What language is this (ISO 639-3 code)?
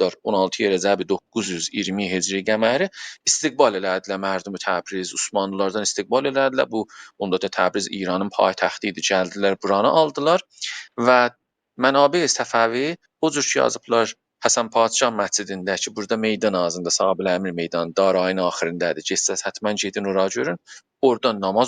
azb